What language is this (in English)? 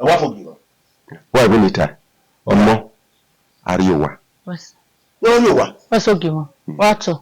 Bini